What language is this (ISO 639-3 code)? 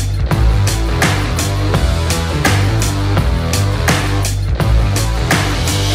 kaz